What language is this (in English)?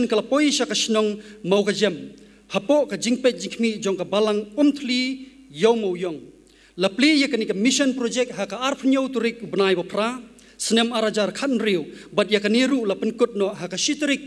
Khasi